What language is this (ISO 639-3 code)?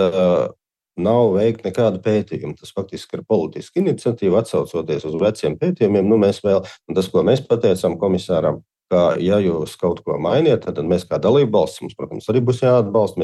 lav